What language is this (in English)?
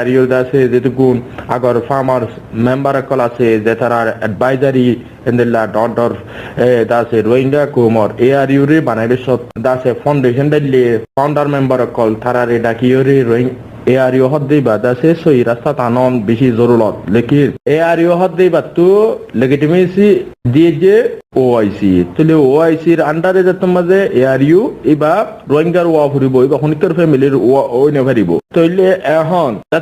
Rohingya